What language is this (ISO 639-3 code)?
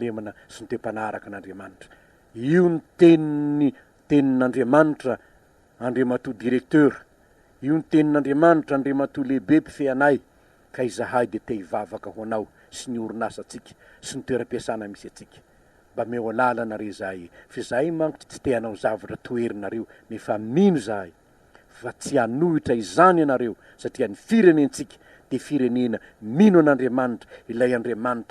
mlg